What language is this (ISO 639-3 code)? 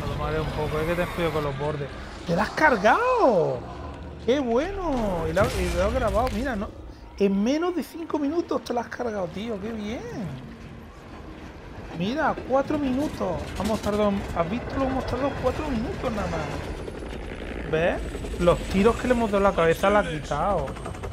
spa